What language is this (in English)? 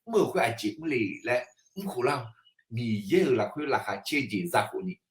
Akha